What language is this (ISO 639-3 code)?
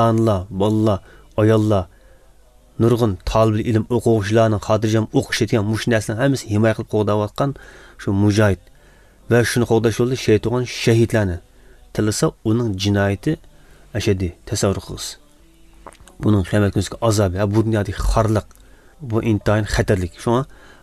uig